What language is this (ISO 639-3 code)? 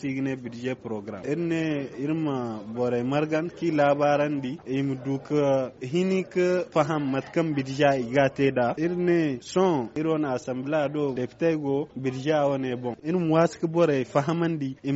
dje